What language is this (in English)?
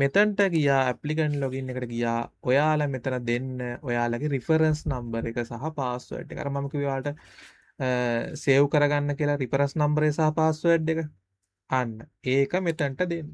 Sinhala